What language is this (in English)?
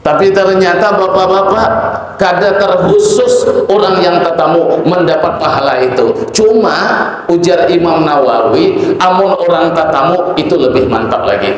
Banjar